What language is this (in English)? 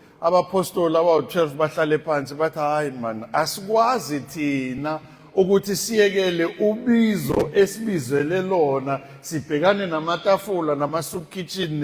Zulu